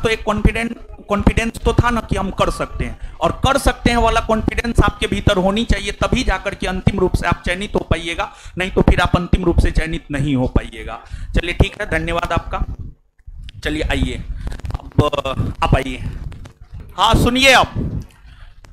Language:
Hindi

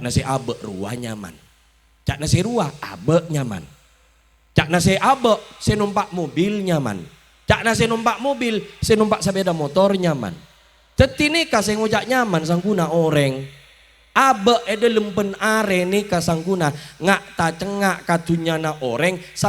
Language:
Madurese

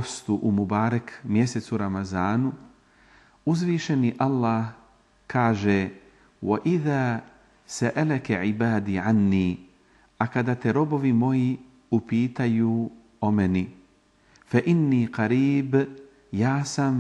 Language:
Bosnian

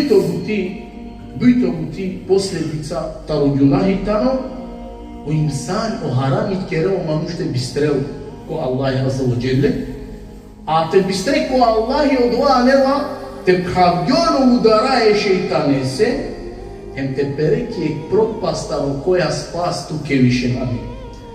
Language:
Balkan Romani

